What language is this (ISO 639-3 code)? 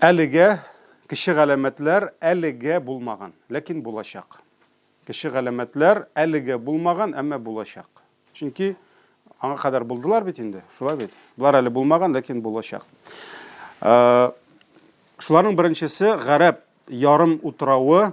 tat